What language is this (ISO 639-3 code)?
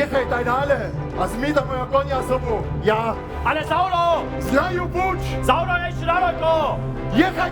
hsb